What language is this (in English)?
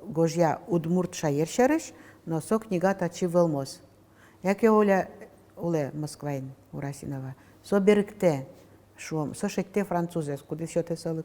Udmurt